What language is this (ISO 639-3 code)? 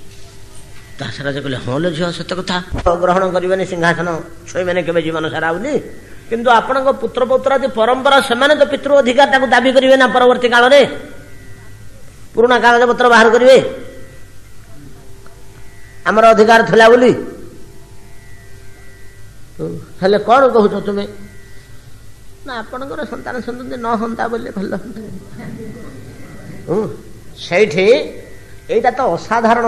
ori